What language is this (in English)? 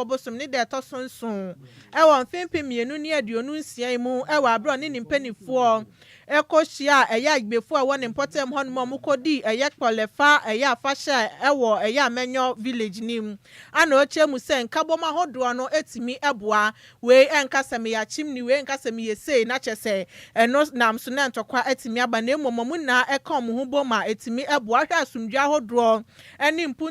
Akan